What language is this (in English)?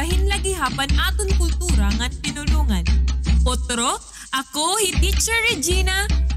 Waray